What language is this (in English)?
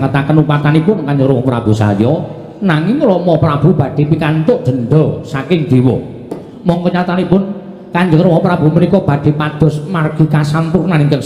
Javanese